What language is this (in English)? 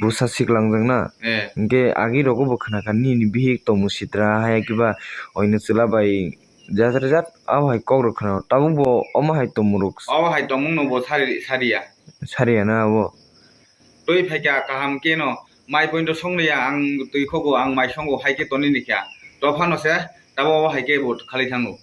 Kok Borok